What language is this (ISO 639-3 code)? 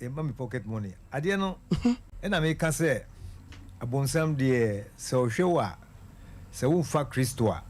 aka